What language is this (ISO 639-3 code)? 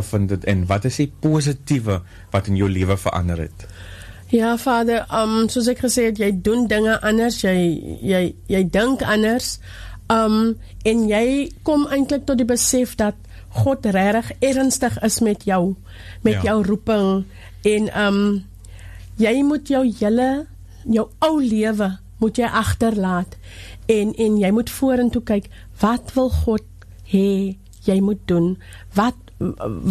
afr